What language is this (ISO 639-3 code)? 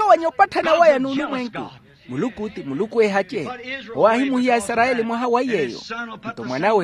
vmw